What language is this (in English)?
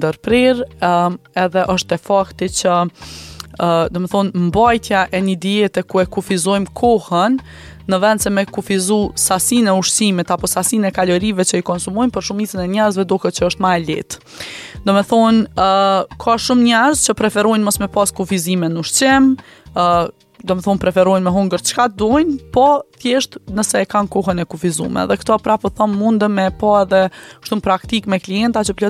Albanian